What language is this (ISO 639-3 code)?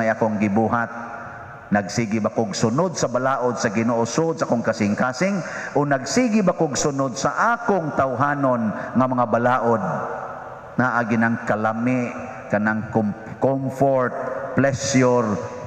ceb